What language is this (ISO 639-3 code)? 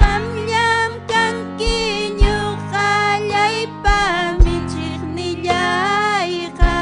quy